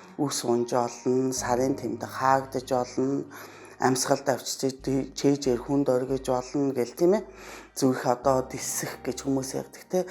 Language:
Mongolian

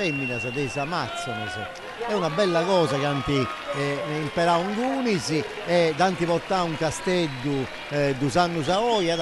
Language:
Sardinian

